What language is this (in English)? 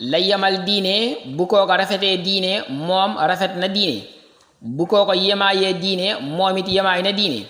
Wolof